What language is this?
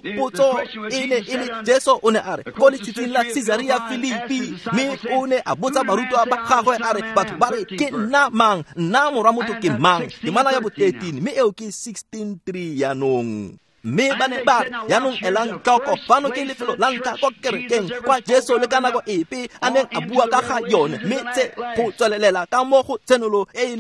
Tswana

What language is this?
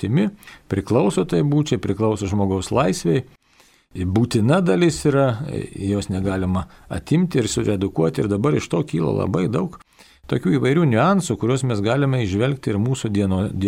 Lithuanian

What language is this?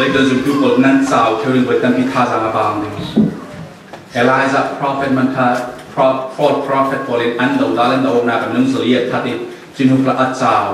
Falam Chin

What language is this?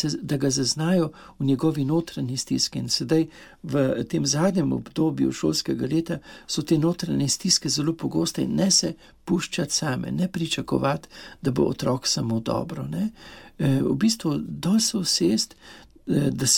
Slovenian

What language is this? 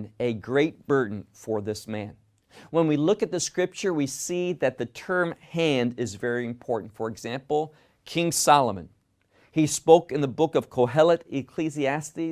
English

